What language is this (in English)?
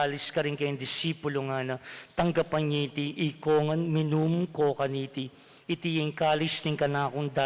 Pampanga